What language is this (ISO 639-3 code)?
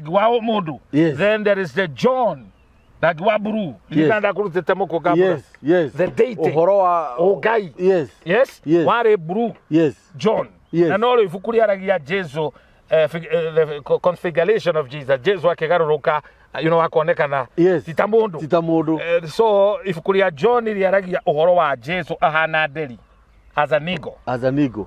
kik